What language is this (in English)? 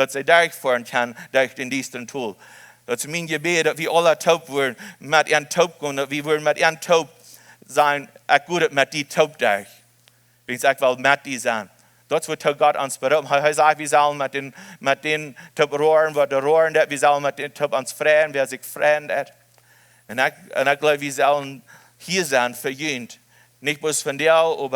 Plautdietsch